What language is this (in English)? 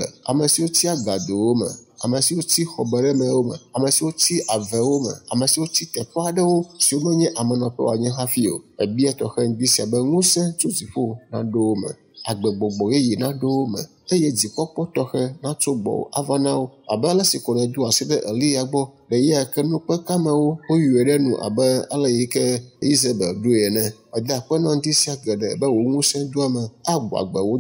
Ewe